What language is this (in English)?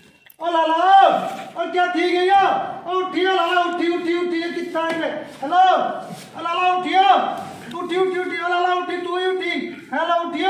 Saraiki